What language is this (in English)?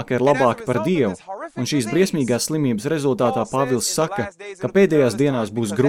Latvian